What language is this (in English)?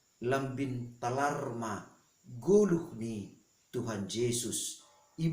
Batak Simalungun